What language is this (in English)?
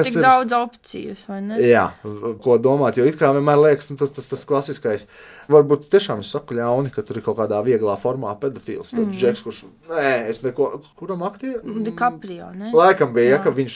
Latvian